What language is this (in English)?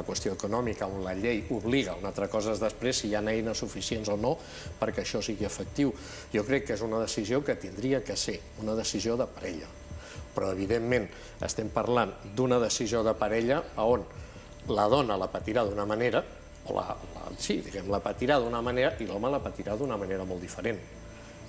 Catalan